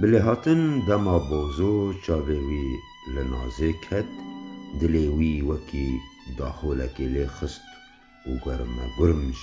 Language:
Kurdish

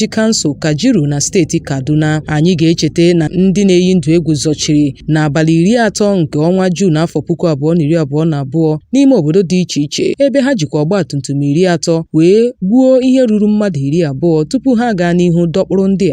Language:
Igbo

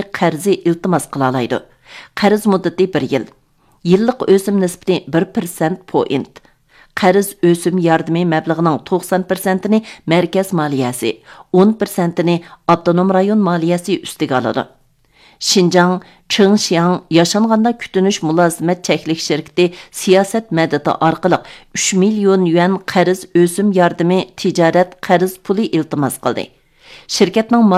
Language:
Uyghur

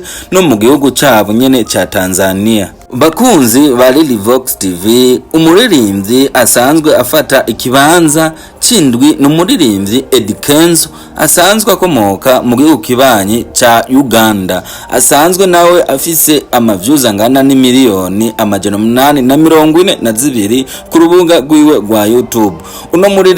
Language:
Rundi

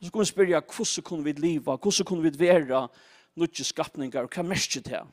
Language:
Faroese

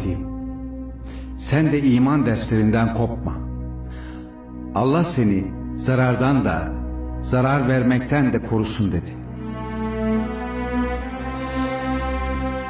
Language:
Turkish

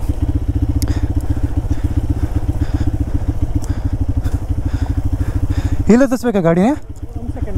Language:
Kannada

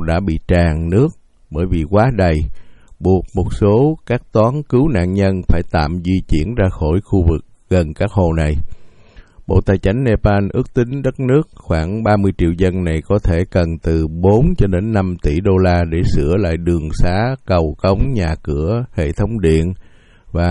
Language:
Vietnamese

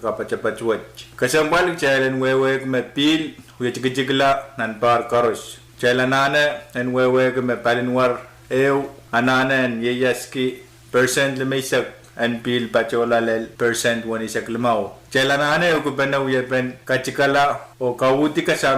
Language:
Pohnpeian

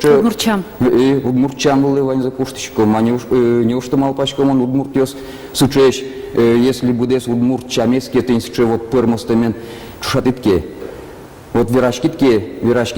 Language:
Udmurt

